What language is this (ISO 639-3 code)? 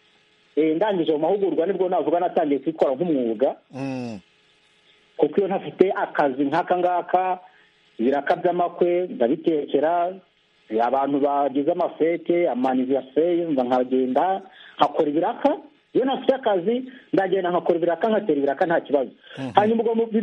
kin